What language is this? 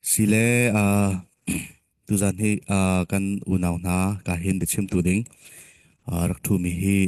Falam Chin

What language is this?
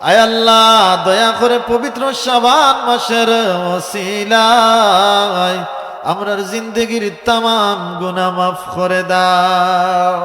Sylheti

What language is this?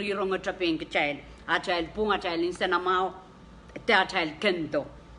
Pohnpeian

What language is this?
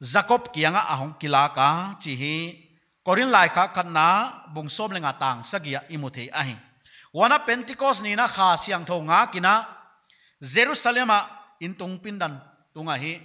Paite Chin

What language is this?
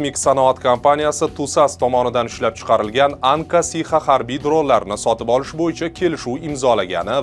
Uzbek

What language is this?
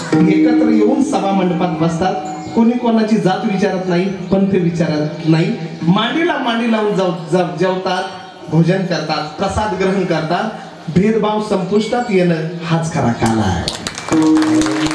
Marathi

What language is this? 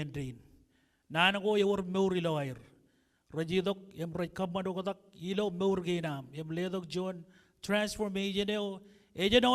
Marshallese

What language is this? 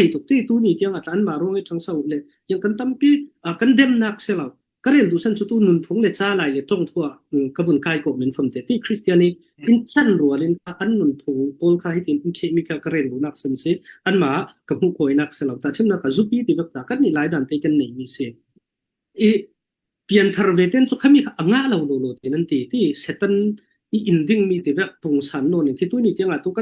Falam Chin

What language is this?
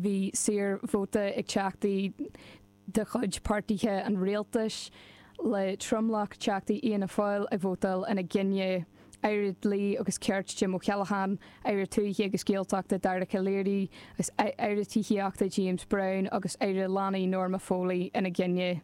Irish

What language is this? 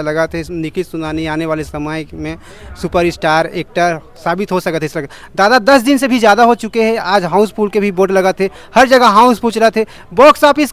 Chhattisgarhi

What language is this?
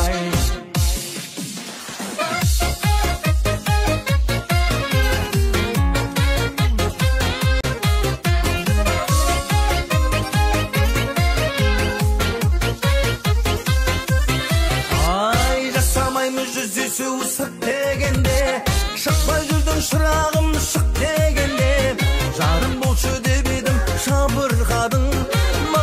Kazakh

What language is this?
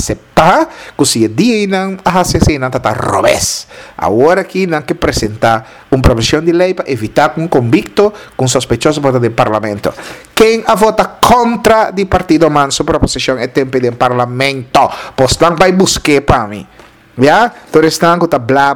Papiamento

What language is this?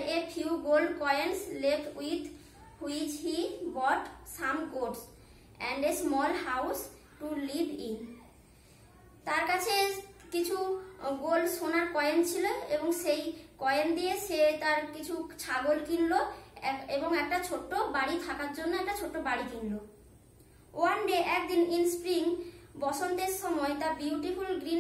Bangla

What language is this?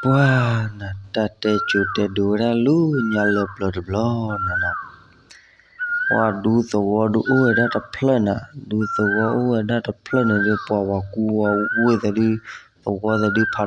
S'gaw Karen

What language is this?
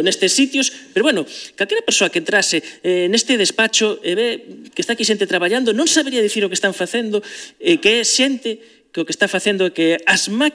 Galician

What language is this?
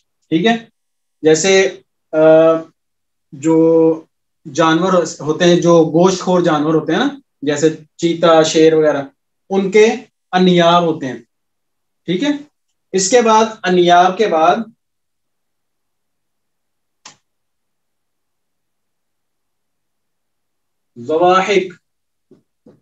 Urdu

